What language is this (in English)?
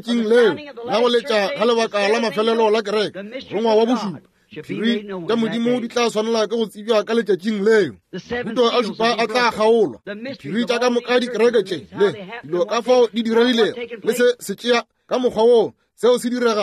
Northern Sotho